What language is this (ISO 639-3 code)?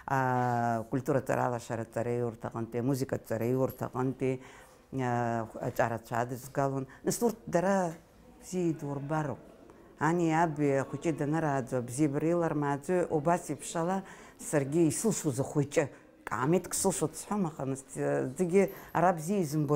abk